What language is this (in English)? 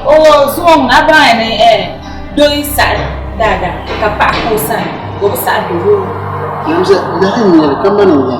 Dagbani